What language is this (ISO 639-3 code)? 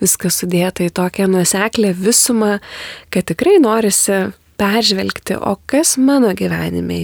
lit